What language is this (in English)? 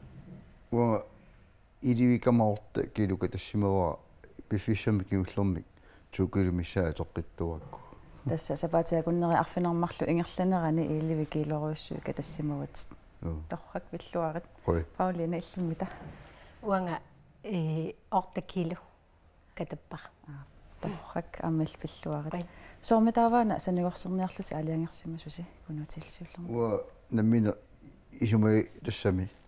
Kalaallisut